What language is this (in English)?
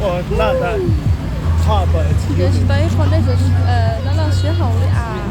Hmong